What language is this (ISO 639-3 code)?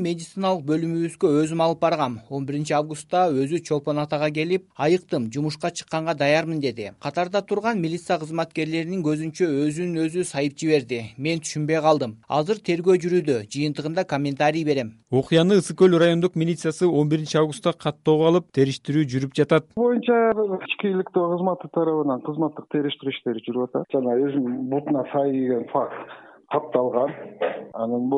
kir